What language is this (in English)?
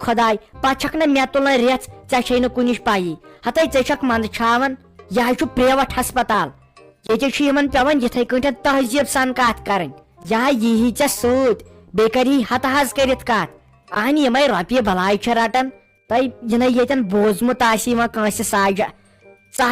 Kashmiri